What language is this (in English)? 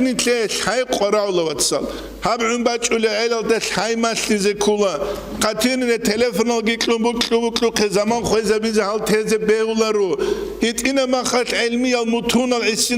Avaric